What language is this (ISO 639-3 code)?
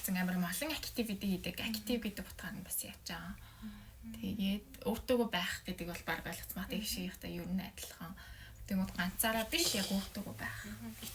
mon